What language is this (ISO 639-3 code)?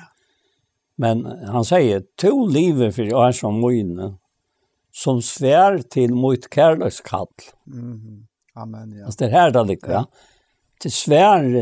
fao